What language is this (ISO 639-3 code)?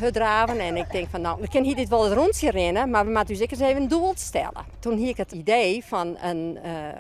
fry